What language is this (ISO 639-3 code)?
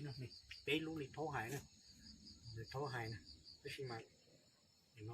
hmn